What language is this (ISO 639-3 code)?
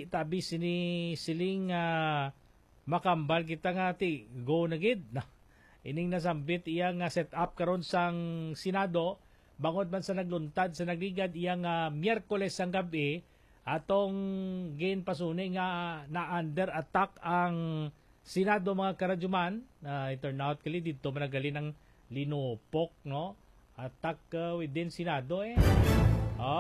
hil